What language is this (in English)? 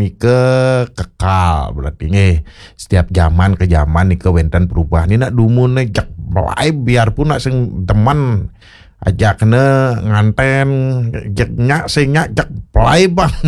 Balinese